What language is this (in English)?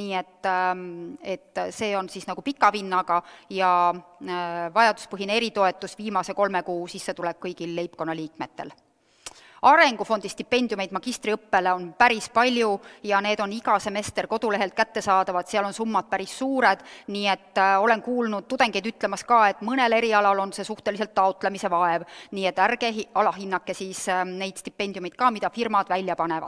Estonian